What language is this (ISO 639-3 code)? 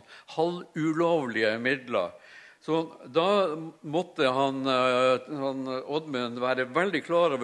nor